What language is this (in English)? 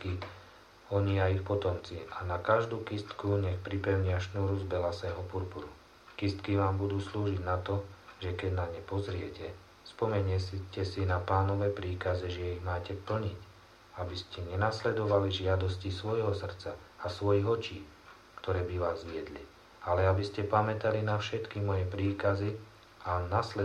Slovak